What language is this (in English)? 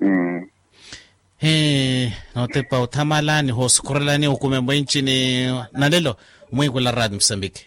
Makhuwa